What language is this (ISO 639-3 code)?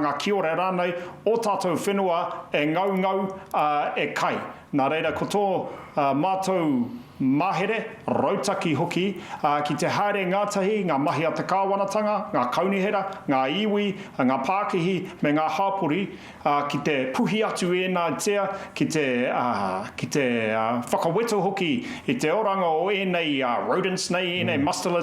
mri